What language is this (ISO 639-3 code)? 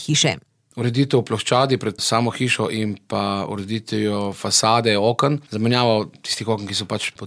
slv